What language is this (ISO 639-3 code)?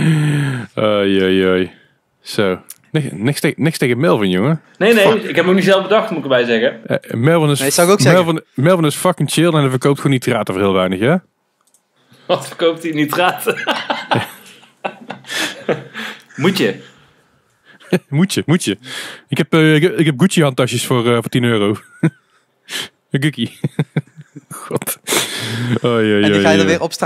nld